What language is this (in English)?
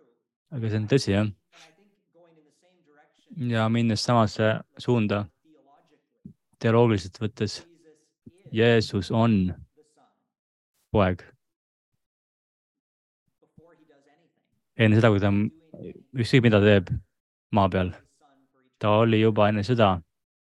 Estonian